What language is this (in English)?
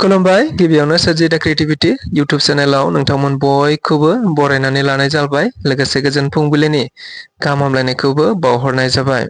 Bodo